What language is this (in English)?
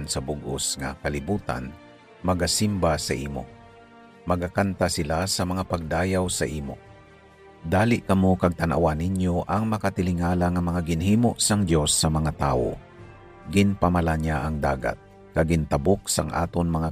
Hiligaynon